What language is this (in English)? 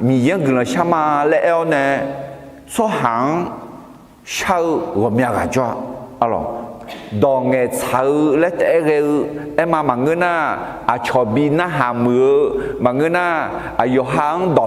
Akha